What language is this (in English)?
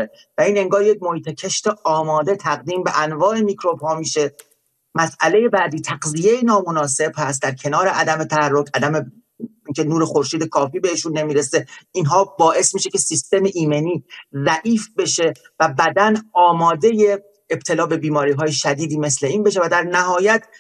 Persian